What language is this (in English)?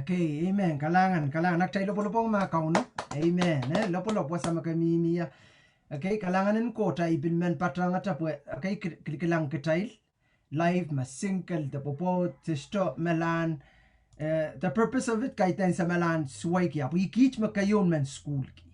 Pohnpeian